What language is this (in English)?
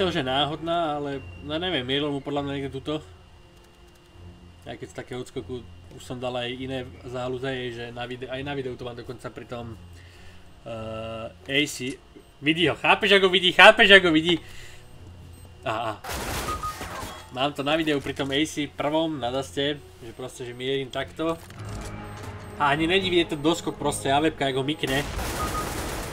Slovak